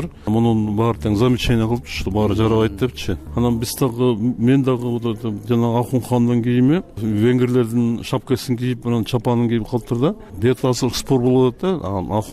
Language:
Kyrgyz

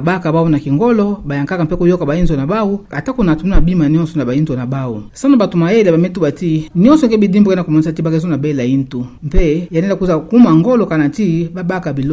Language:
Kituba (Democratic Republic of Congo)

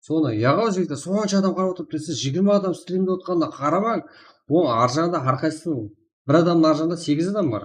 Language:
Kara-Kalpak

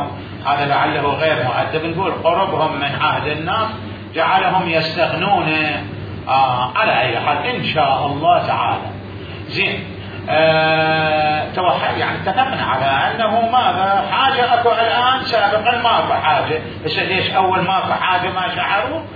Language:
Mesopotamian Arabic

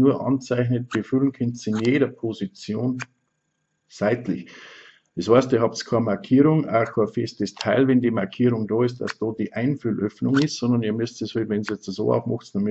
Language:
Bavarian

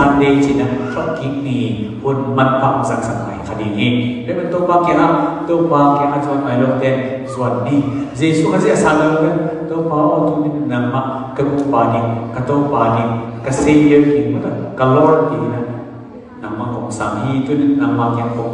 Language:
Tedim Chin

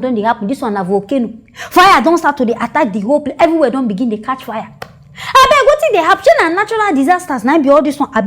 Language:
Nigerian Pidgin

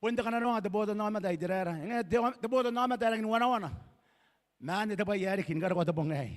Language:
Gilbertese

